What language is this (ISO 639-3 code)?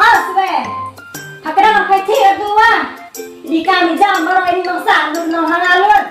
kha